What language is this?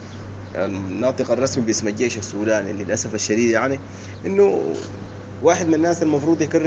Sudanese Arabic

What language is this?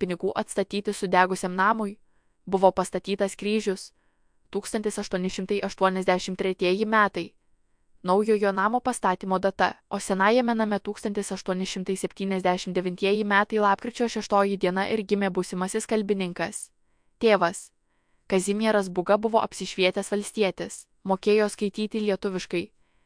Lithuanian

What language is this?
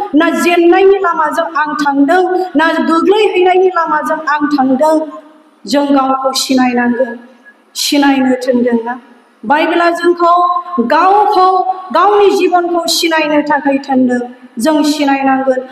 Bodo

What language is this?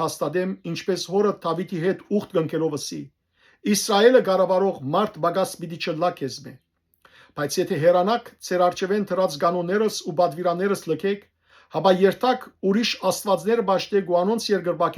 Western Armenian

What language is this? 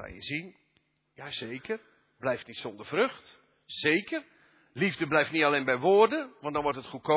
Dutch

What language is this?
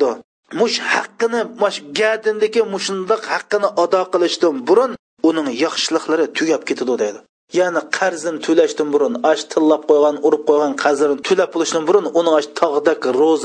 Uyghur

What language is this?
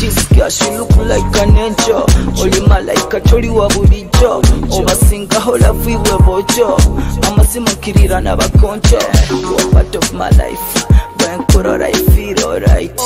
Nyoro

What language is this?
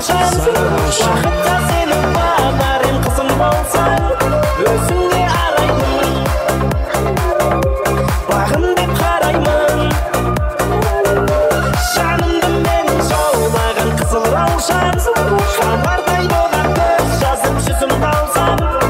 Kara-Kalpak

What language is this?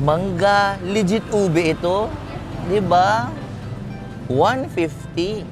Bikol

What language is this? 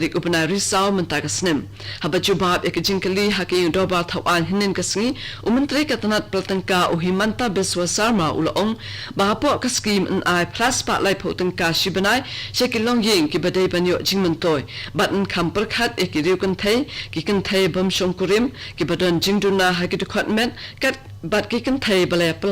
Khasi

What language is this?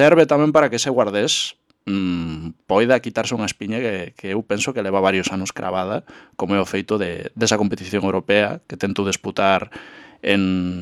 Galician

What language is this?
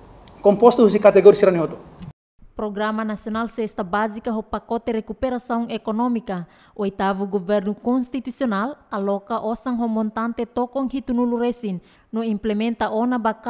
Tetum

